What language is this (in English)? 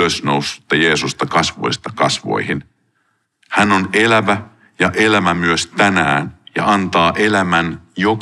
Finnish